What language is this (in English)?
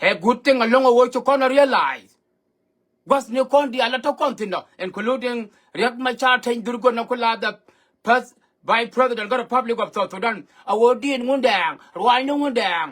Nuer